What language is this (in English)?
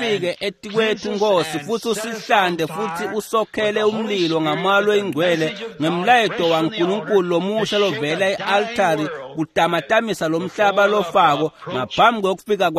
Swati